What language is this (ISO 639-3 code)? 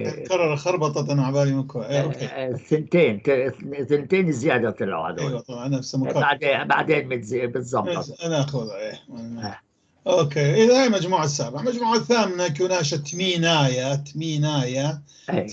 apc